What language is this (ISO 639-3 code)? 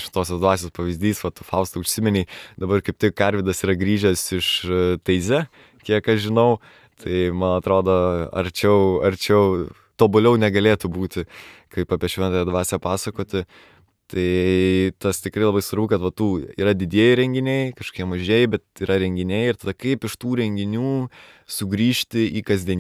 lit